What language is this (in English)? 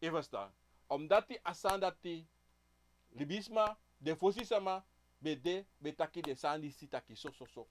Sranan Tongo